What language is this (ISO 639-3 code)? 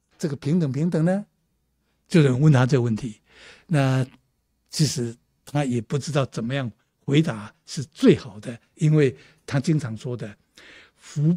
zho